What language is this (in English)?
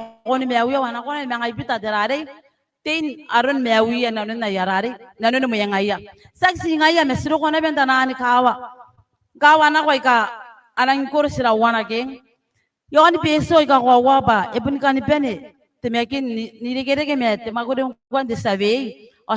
Gilbertese